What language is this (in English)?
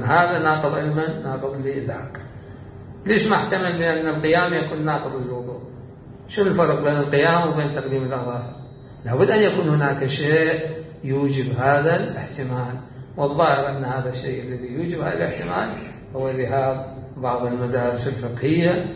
Mesopotamian Arabic